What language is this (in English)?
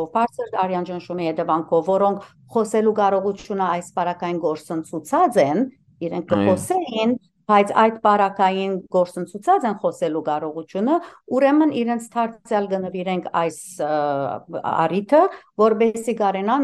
Western Armenian